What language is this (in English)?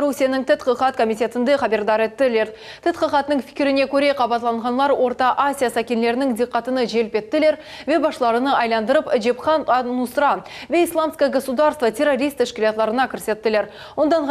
Crimean Tatar